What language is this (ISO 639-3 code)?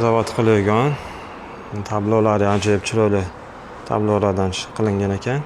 uzb